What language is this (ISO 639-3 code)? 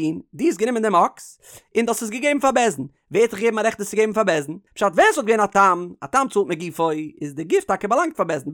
yid